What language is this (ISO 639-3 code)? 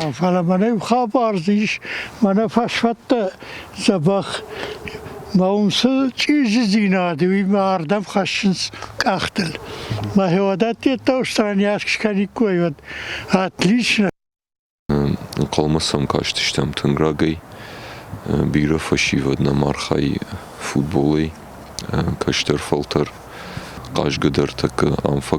oss